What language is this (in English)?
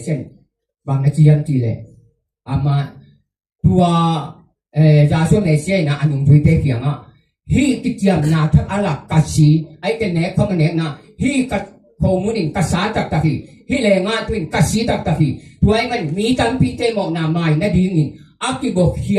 Tedim Chin